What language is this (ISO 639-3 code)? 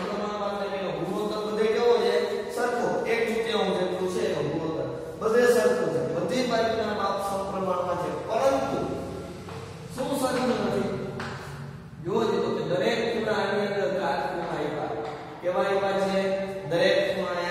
guj